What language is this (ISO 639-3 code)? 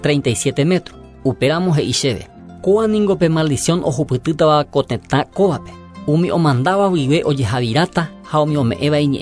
grn